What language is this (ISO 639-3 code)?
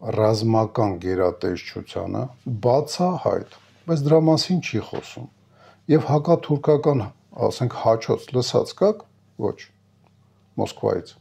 hye